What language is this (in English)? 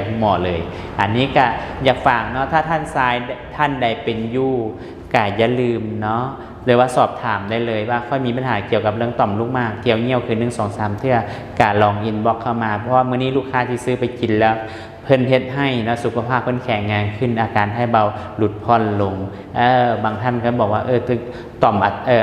Lao